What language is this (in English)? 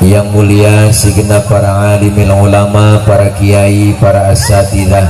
Betawi